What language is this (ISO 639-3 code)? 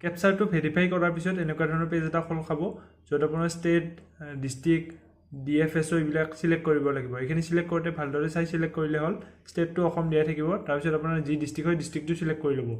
asm